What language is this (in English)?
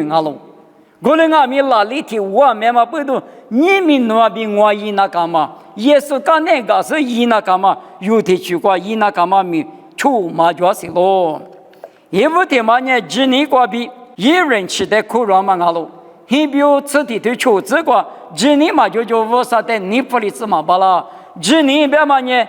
Lisu